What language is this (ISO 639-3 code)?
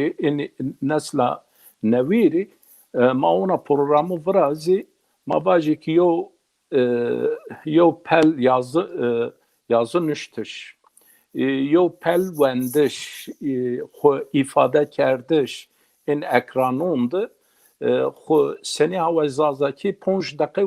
zza